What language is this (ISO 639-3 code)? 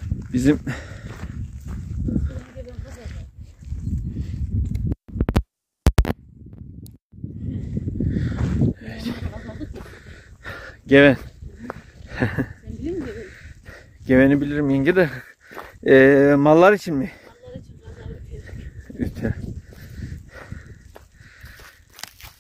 tur